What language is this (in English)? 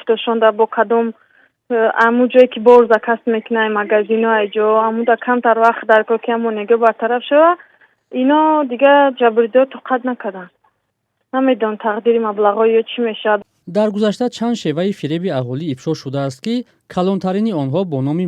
Tajik